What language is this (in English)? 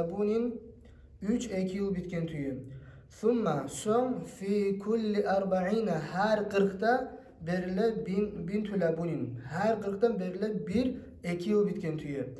Kumyk